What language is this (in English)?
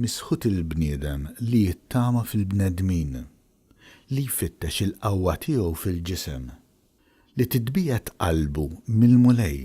Maltese